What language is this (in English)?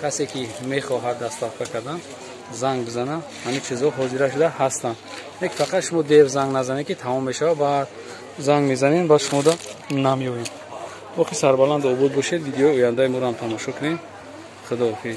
Tajik